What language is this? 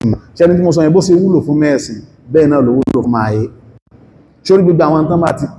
Yoruba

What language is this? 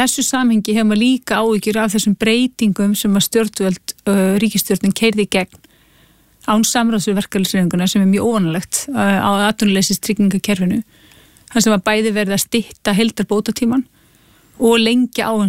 Icelandic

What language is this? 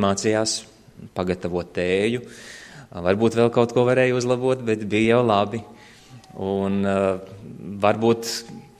Latvian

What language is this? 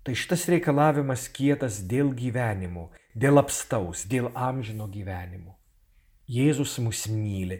Lithuanian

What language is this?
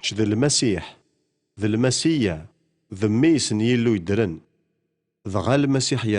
Kabyle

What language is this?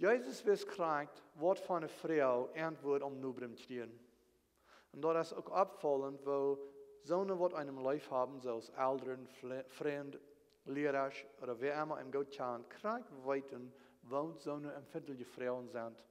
Plautdietsch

